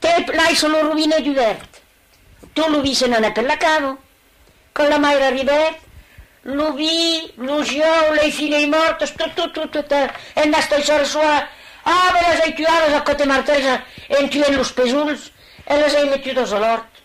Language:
Occitan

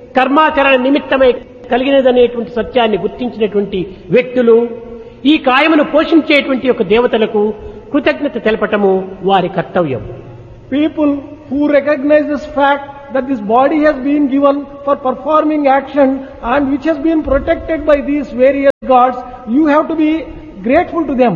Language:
Telugu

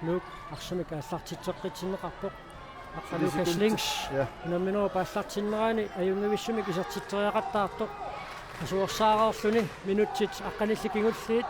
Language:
Kalaallisut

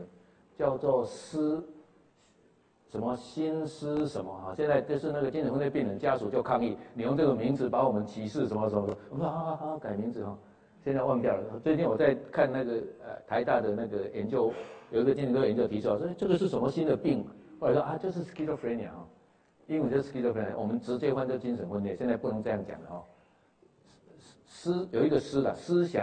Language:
Chinese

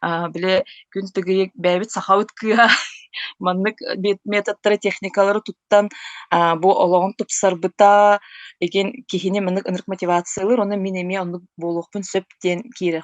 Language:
Yakut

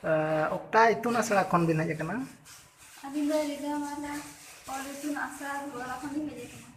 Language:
Santali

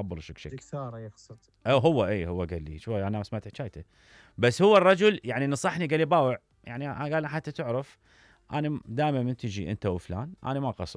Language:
Mesopotamian Arabic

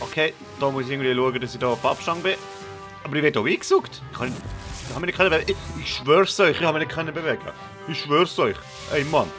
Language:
Swiss German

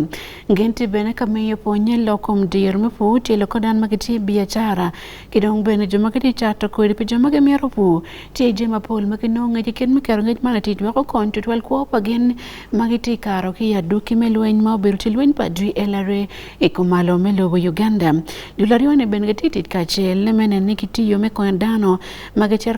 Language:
Acoli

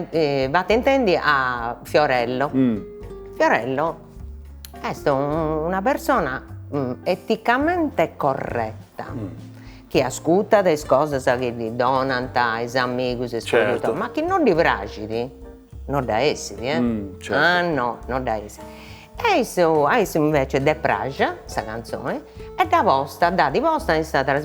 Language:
Sardinian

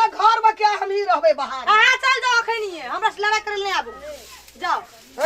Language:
Maithili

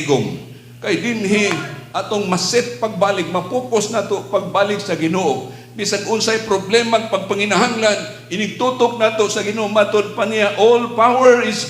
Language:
Cebuano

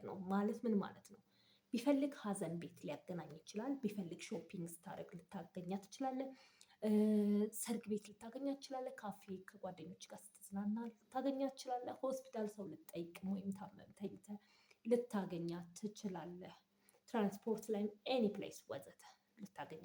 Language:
Amharic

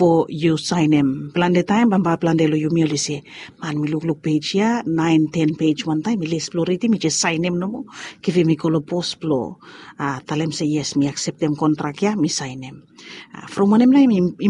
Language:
Bislama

